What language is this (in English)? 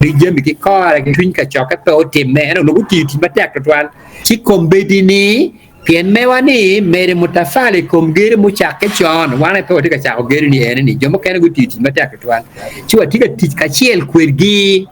Acoli